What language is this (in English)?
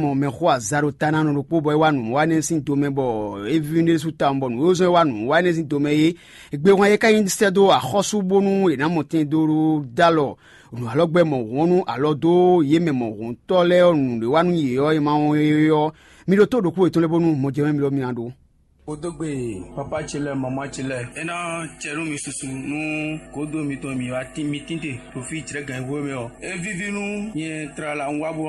Fon